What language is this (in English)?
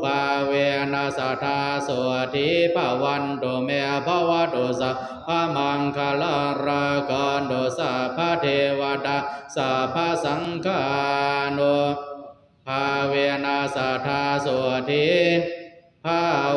Pali